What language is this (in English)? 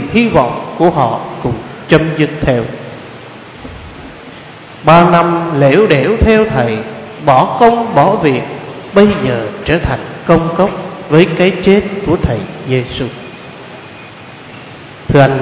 Vietnamese